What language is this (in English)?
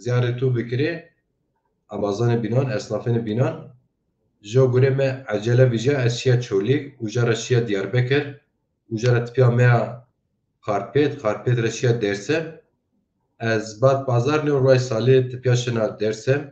Zaza